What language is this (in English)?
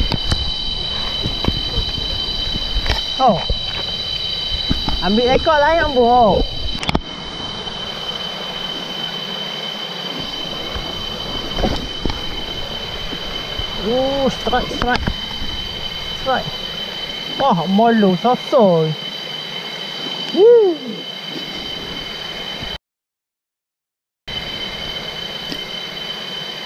Malay